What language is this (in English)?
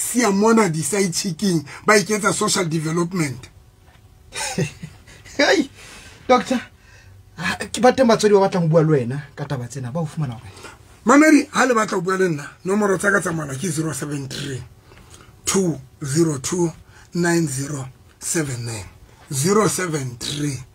Southern Sotho